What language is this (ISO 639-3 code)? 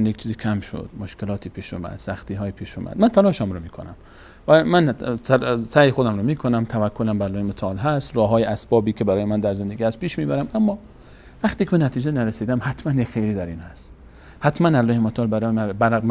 fas